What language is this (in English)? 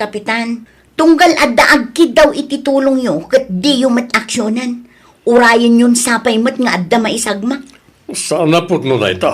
Iloko